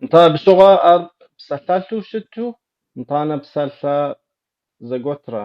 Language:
Kabardian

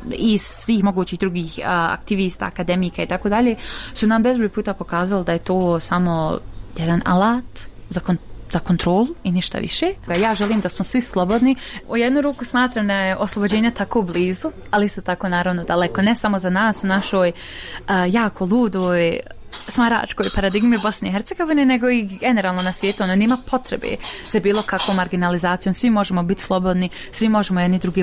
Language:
Bosnian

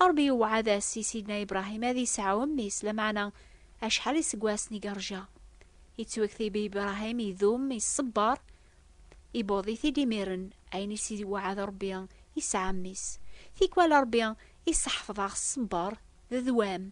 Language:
Kabyle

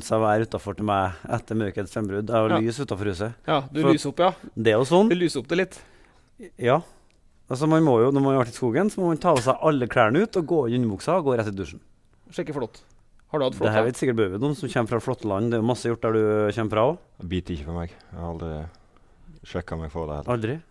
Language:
Norwegian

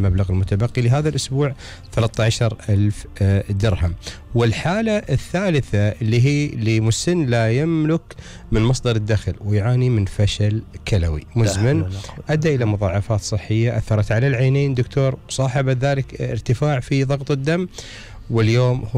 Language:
Gulf Arabic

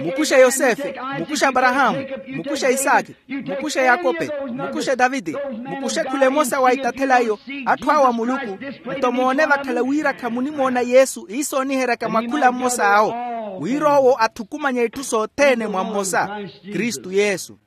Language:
Makhuwa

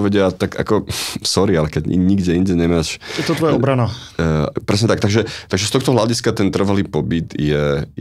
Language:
Slovak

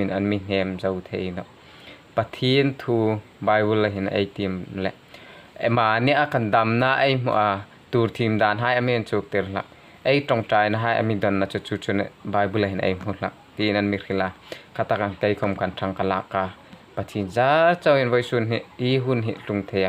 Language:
Hmar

